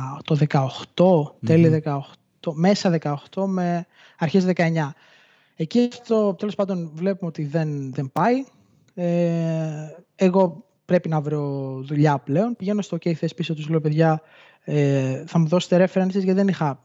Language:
Greek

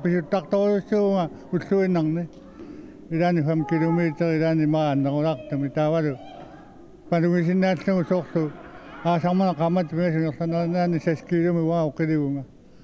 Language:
Kalaallisut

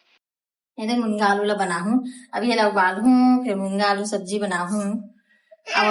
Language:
Chhattisgarhi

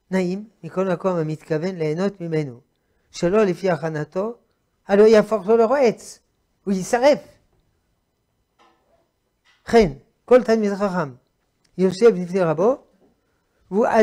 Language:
Hebrew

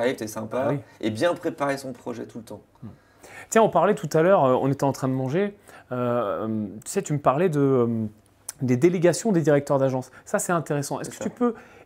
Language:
French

